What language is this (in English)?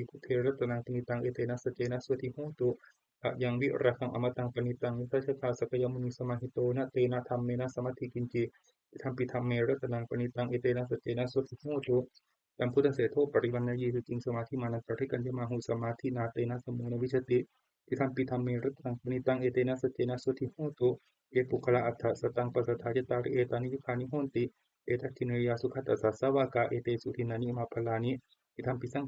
Pali